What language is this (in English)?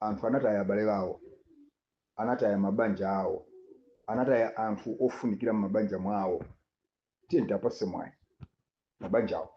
Nyanja